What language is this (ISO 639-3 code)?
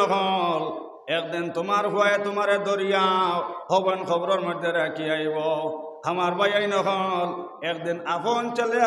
syl